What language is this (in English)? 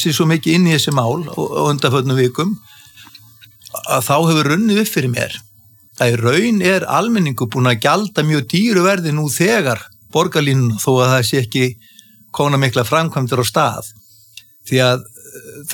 Icelandic